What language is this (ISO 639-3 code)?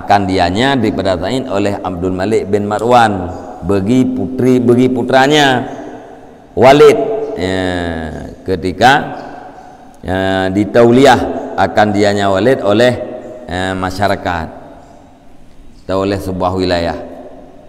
msa